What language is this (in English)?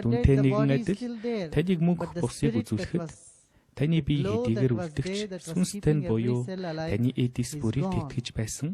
Mongolian